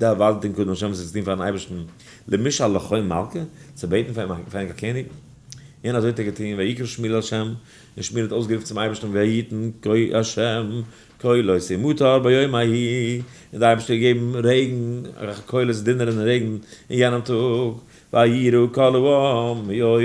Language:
Yiddish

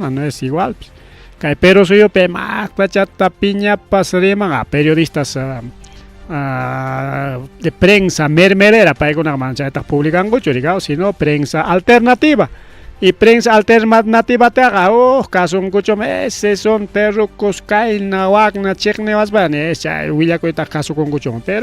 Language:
Ayacucho Quechua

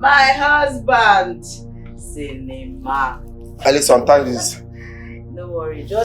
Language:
Nigerian Pidgin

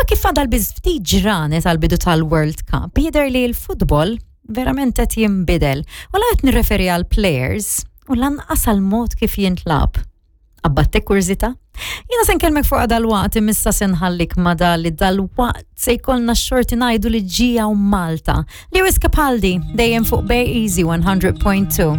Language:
Maltese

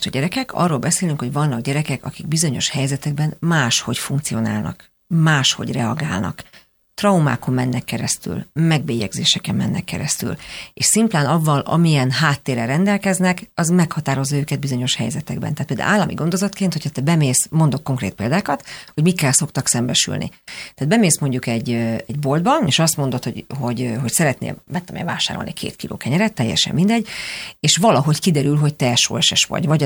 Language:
Hungarian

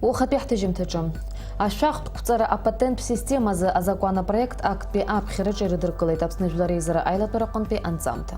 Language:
Abkhazian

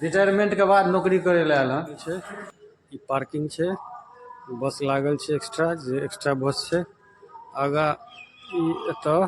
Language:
Maithili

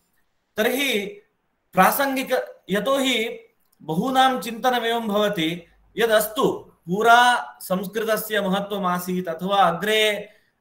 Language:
Sanskrit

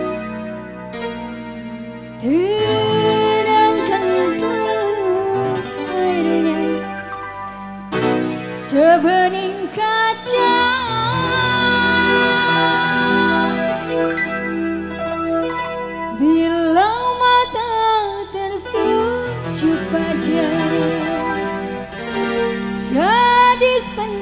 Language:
Indonesian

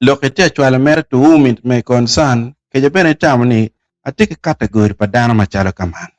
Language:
Acoli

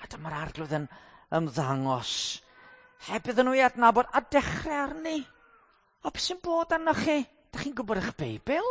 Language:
Welsh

